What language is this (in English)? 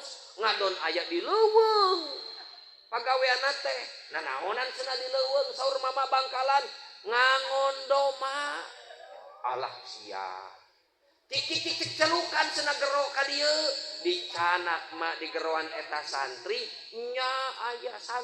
Sundanese